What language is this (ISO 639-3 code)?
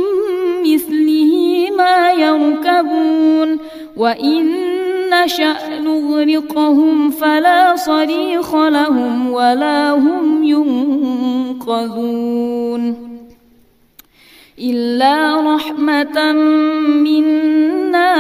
ara